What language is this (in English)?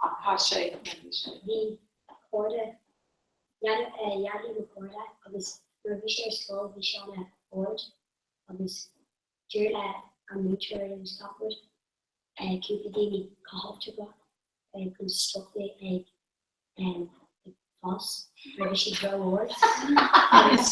Irish